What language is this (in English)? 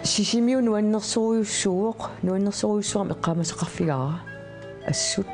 Kalaallisut